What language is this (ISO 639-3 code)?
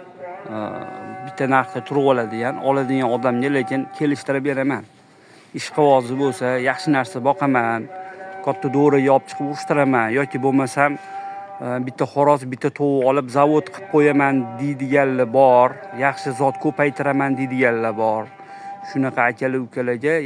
uzb